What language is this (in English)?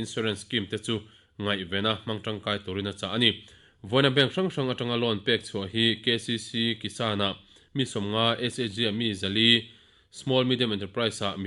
Mizo